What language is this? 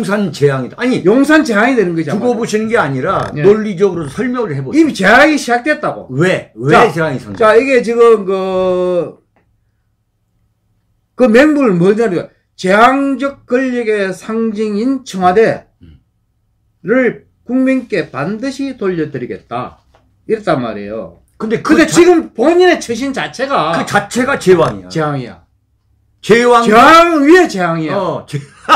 Korean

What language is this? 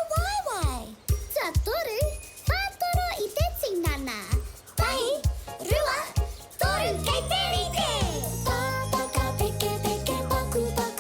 Māori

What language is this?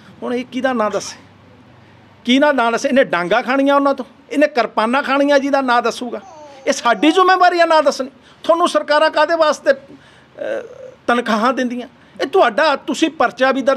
Punjabi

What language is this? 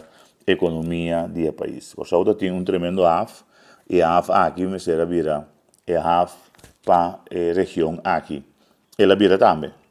Papiamento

